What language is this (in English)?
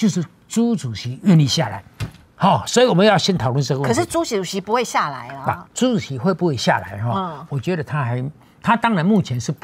Chinese